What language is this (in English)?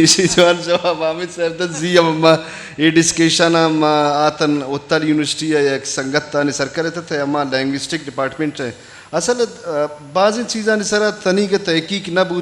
Eastern Balochi